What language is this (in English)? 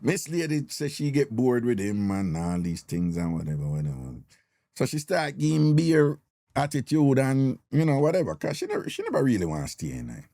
Jamaican Creole English